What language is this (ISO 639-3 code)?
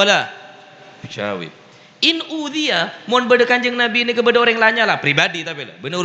mad